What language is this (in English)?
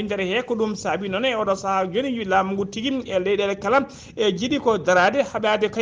Fula